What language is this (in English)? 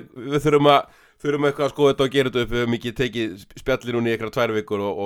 Icelandic